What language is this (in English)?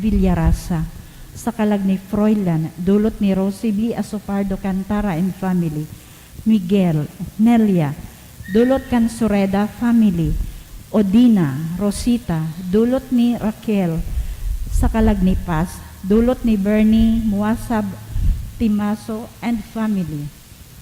Bikol